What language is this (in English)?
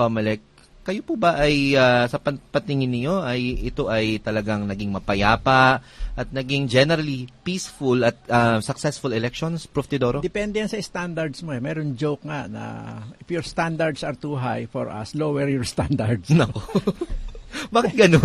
Filipino